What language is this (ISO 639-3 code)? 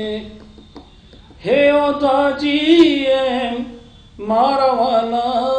guj